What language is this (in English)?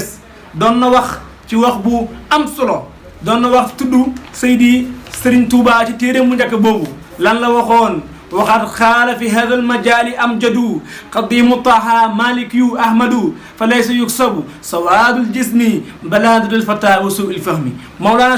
Wolof